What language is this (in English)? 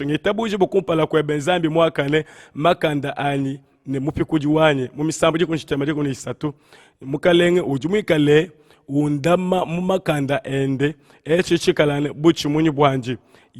Luba-Lulua